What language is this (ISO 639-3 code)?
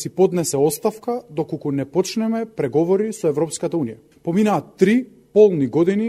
mkd